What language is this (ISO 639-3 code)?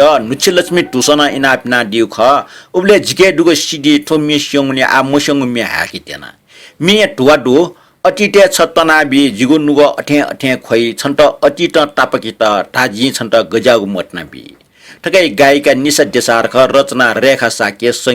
new